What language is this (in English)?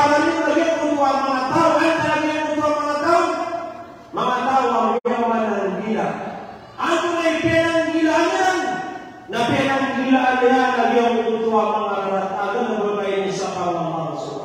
Maranao